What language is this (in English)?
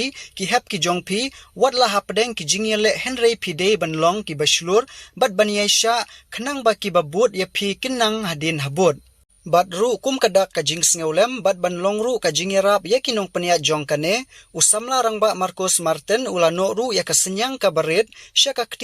Khasi